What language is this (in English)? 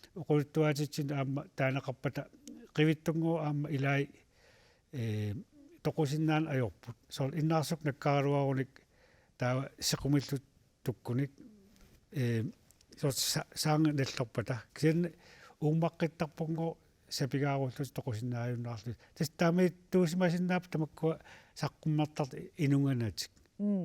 Kalaallisut